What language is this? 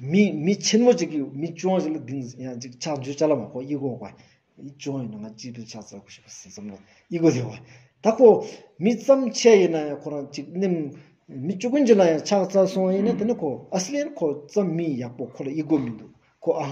Stod Bhoti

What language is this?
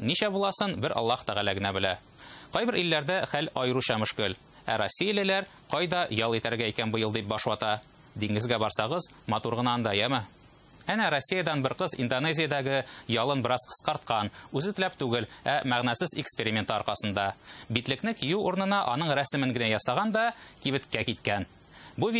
Tatar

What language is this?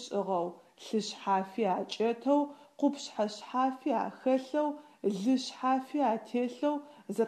Adyghe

